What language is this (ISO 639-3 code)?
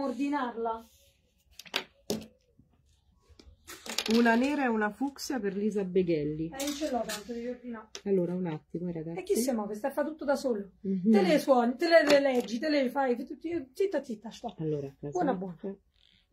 ita